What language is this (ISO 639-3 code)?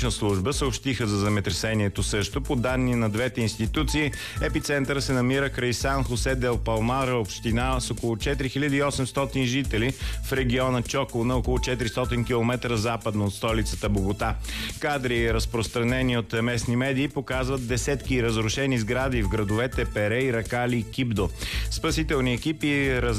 bul